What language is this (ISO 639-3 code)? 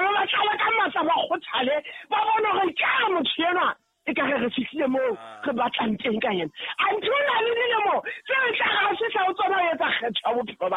sot